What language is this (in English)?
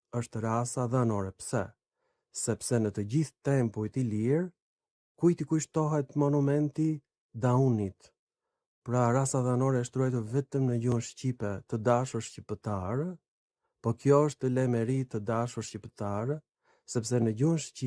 Albanian